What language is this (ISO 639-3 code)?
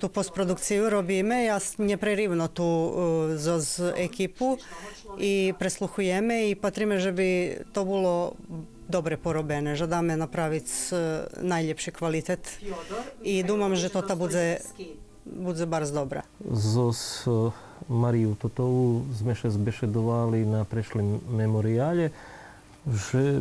rue